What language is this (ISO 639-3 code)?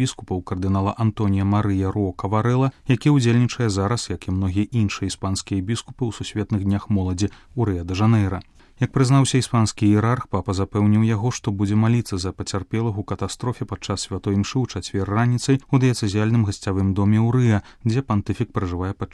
bel